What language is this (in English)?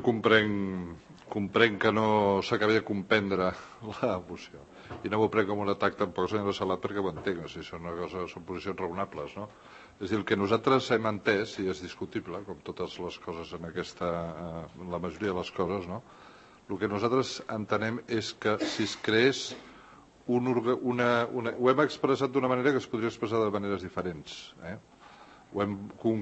Catalan